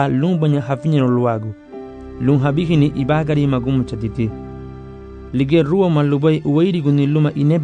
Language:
Garifuna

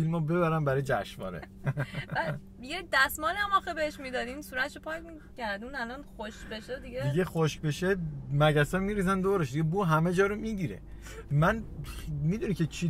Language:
Persian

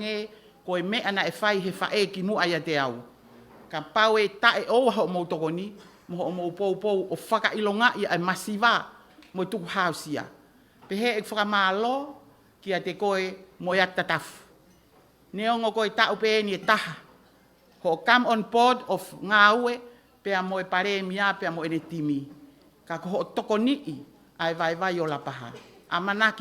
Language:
Tongan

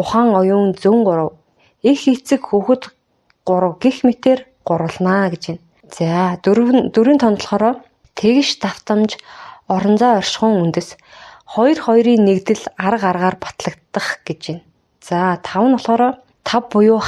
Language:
Mongolian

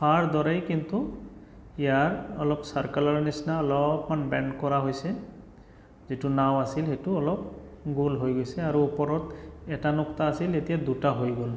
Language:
Assamese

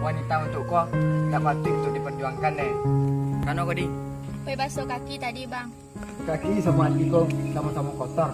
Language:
Minangkabau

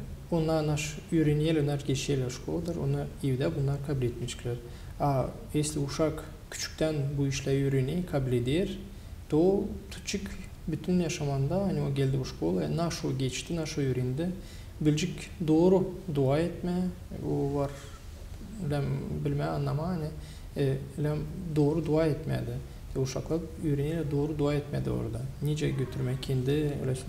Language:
Gagauz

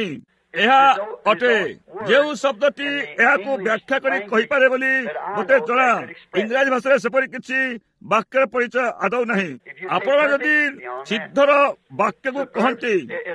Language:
Odia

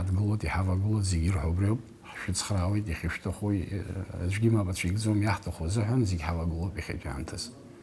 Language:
Abkhazian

